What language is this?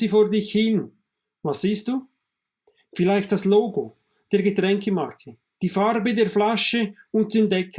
Swiss German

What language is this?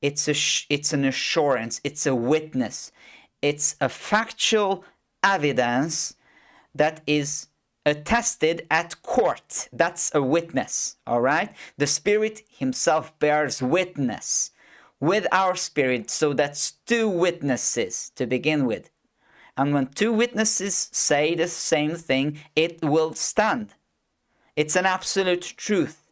English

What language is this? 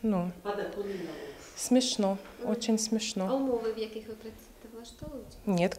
Ukrainian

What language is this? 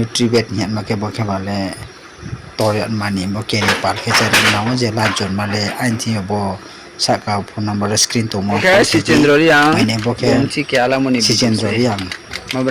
Riang (India)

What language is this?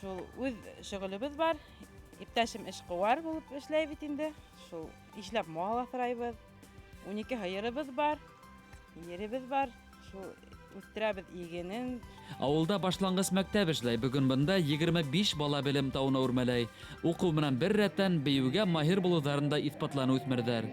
Bashkir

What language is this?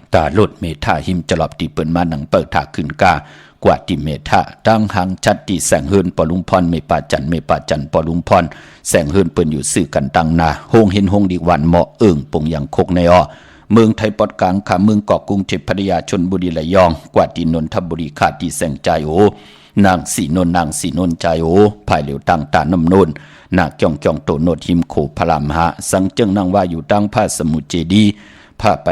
Shan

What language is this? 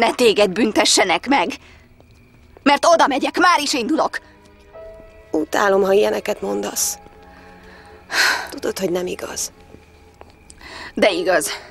Hungarian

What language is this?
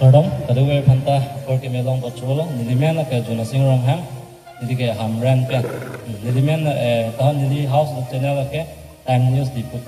Karbi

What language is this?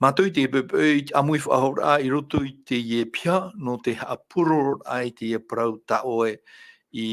Tahitian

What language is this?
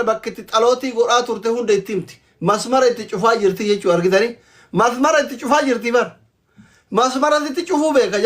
Oromo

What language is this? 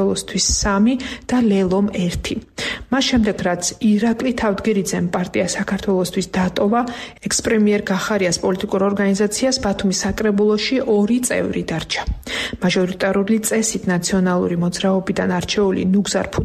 Georgian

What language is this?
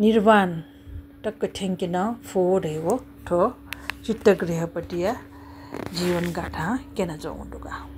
Newari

